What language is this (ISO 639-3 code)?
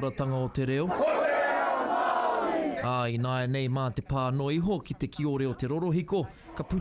mri